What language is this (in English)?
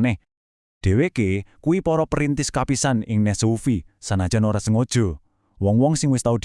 Javanese